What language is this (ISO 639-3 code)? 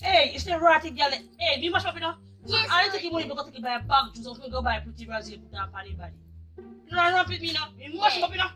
jam